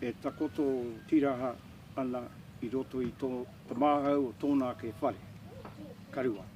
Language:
Māori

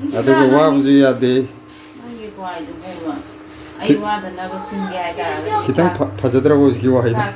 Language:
Manipuri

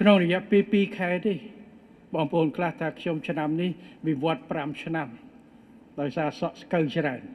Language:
Khmer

